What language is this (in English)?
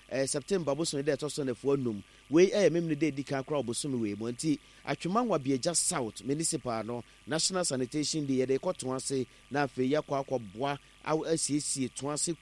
Akan